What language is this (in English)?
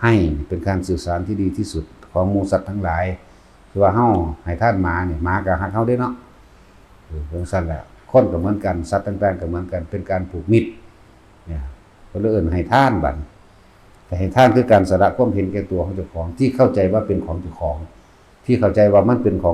Northeastern Thai